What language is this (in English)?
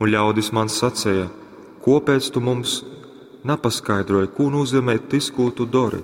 Latgalian